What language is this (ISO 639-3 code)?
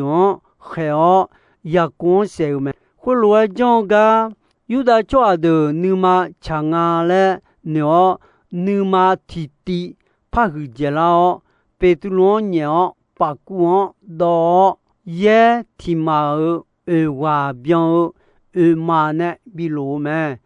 ahk